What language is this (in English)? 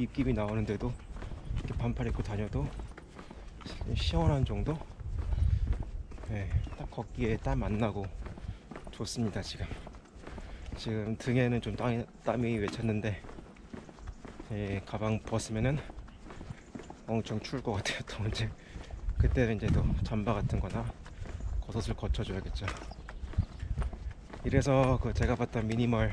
Korean